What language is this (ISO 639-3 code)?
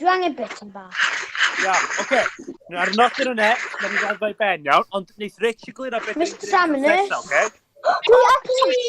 cym